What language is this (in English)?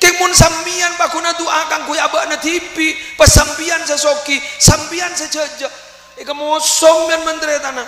Madurese